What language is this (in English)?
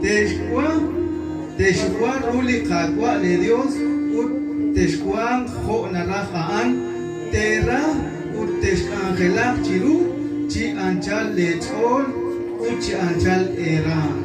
Kekchí